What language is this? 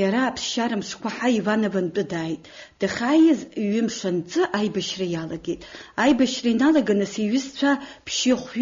Abkhazian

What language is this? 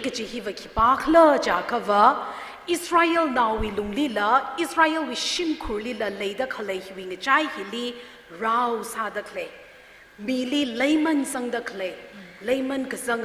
Tangkhul Naga (India)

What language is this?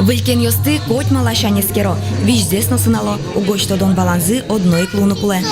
Udmurt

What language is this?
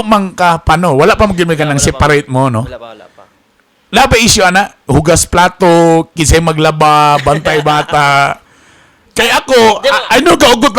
Cebuano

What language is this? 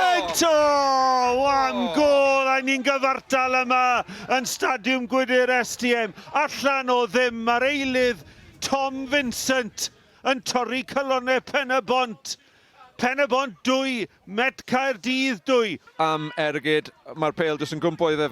Welsh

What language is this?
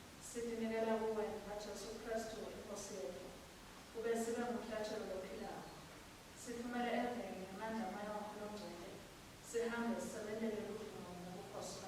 Swati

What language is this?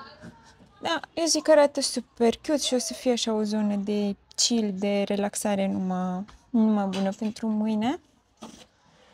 Romanian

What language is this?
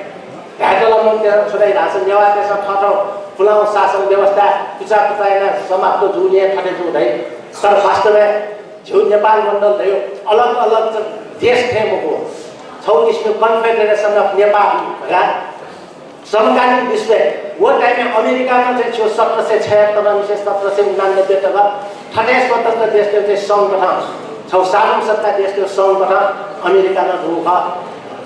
Newari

